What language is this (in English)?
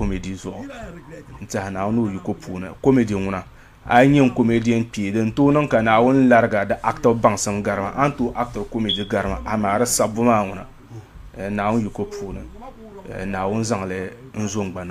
Dagbani